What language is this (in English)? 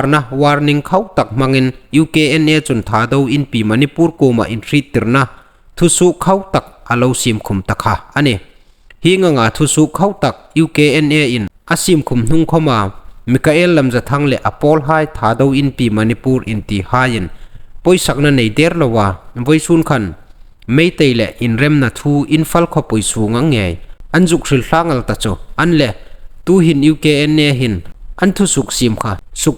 Hmar